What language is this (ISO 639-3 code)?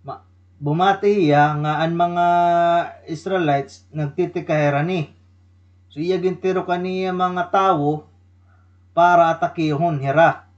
war